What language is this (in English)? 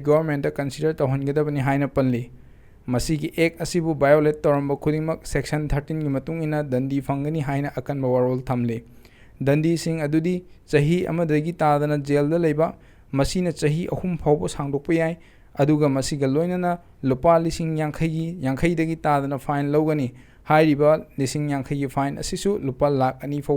Manipuri